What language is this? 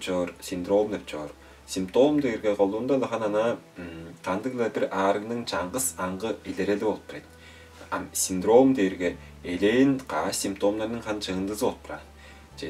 Tuvinian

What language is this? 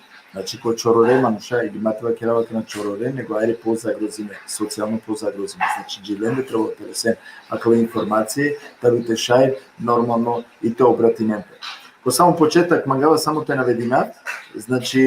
Balkan Romani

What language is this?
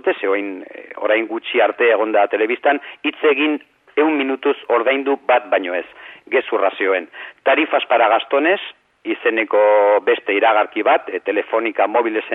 Basque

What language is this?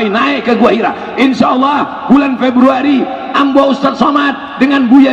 Minangkabau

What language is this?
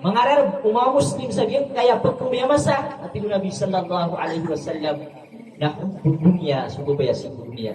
Maranao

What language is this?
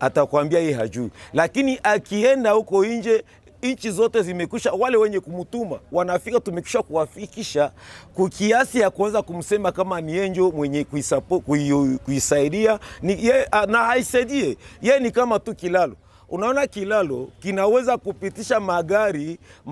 Swahili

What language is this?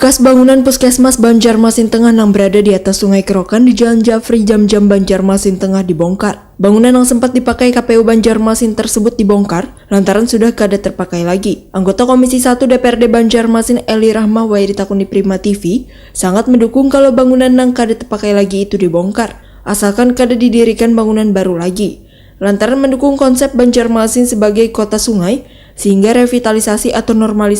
Banjar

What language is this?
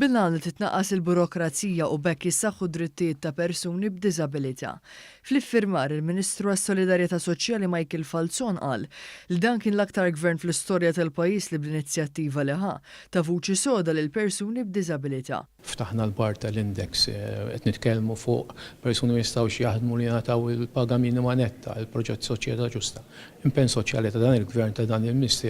Maltese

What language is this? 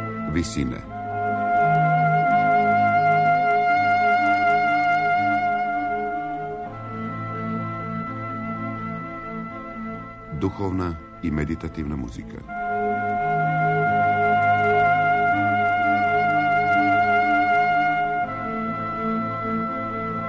Serbian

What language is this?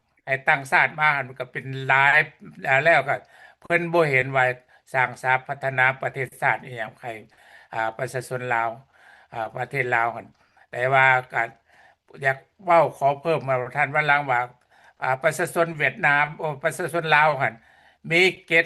Lao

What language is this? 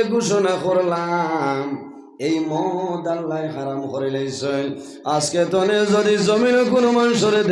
Sylheti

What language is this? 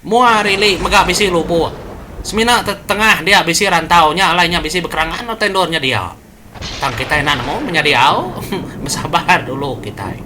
Iban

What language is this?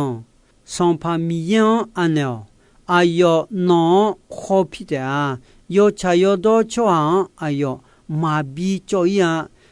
Akha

